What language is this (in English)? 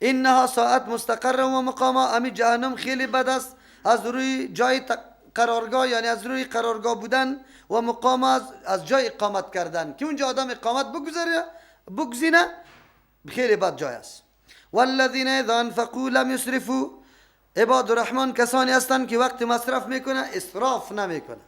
Persian